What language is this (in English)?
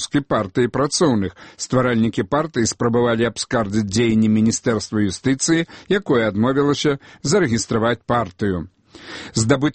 Belarusian